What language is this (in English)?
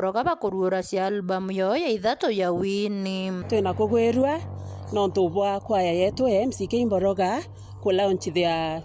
Meru